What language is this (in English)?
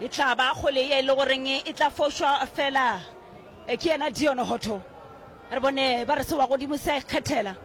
Northern Sotho